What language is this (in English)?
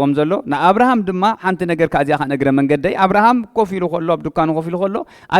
Tigrinya